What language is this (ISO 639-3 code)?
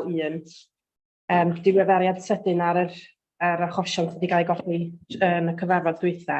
cym